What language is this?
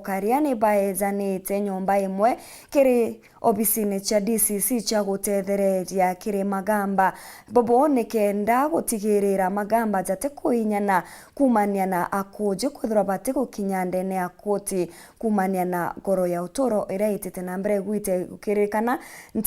Meru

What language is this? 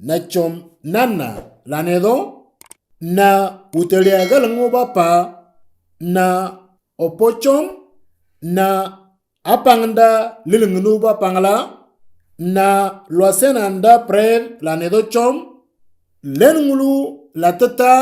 Moro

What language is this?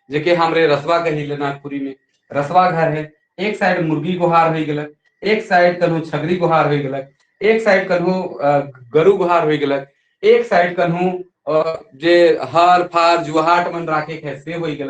Sadri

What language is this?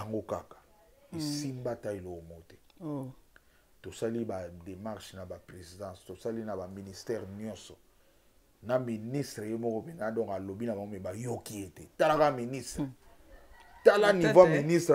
Lingala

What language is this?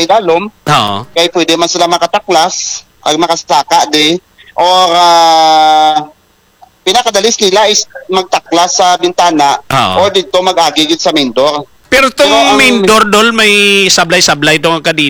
Hiligaynon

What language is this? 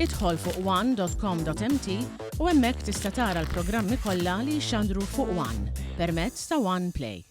Maltese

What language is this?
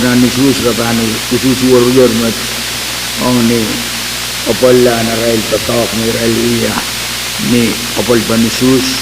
Pohnpeian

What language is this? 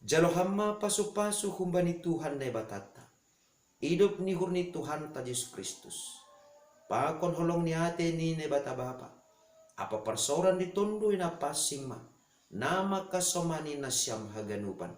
Batak Simalungun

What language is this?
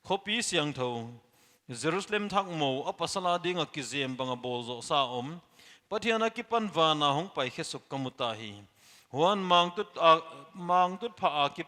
Paite Chin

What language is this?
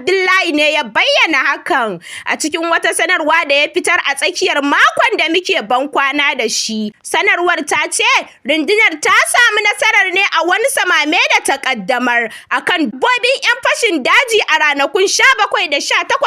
Hausa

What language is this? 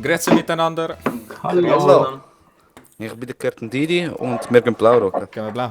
Swiss German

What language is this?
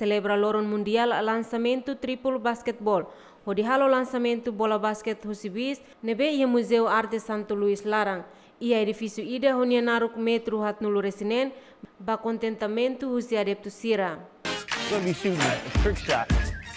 Tetum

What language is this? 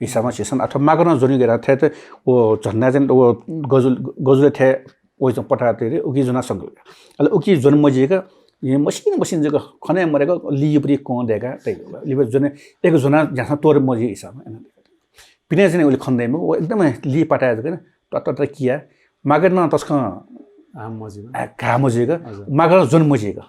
Newari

